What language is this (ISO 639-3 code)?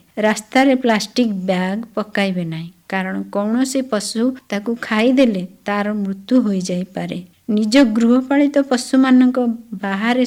ori